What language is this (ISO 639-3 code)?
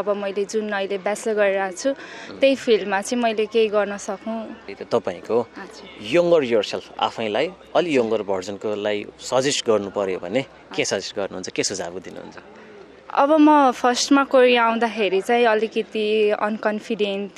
nep